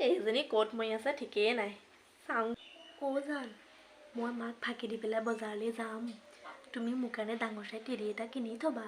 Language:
Assamese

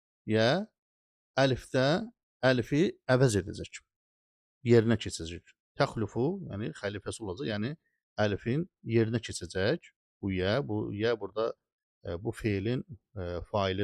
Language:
Azerbaijani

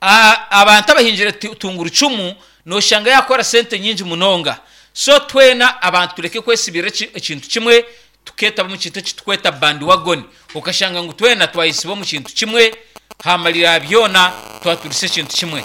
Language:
Nyankole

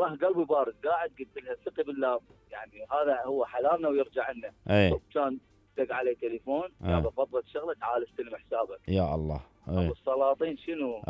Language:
Mesopotamian Arabic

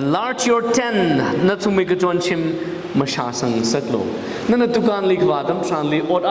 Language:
Tangkhul Naga (India)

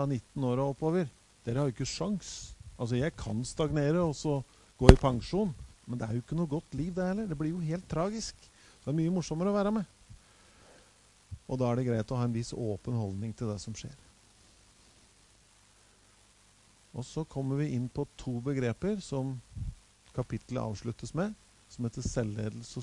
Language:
Norwegian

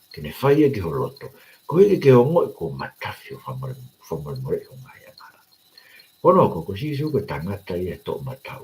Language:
Tongan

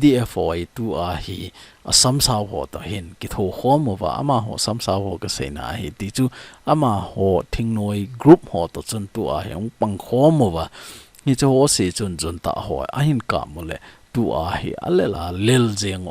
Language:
Thado Chin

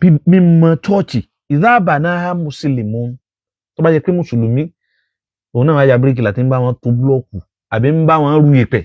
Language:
Yoruba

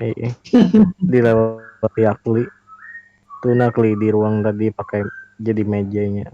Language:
Banjar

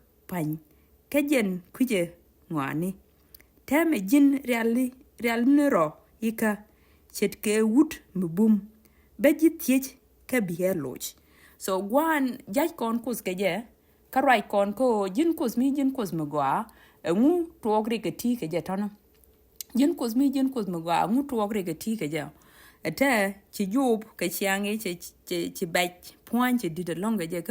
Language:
Nuer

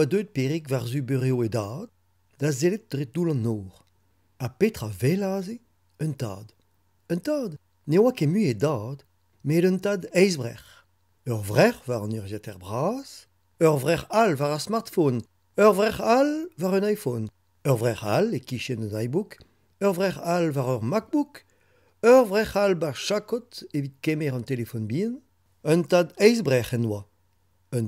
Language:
Breton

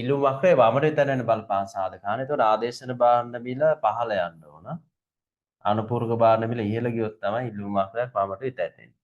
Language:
Sinhala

